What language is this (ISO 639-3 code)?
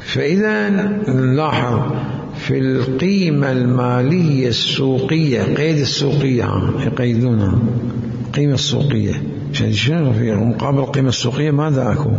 acm